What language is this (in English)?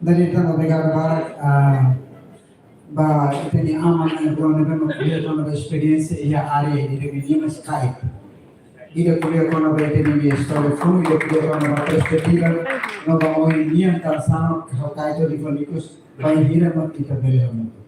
Tetum